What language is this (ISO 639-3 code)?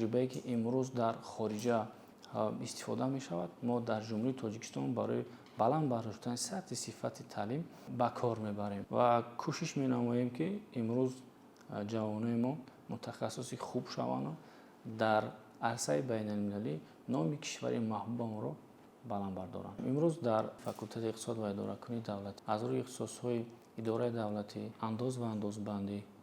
tgk